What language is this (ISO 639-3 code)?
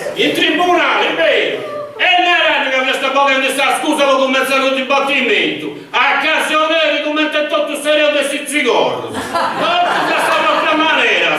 srd